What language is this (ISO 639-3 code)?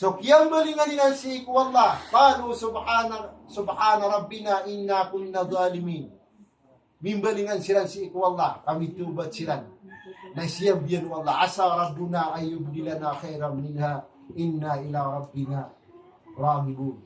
mrw